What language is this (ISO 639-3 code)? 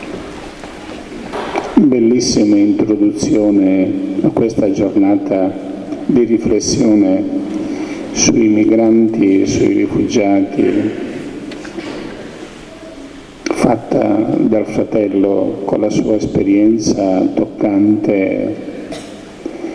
ita